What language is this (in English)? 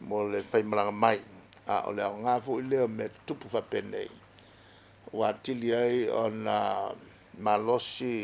Samoan